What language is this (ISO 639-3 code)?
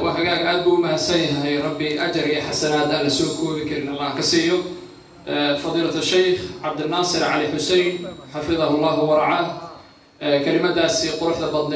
som